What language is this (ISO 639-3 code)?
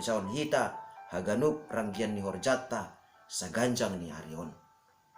bts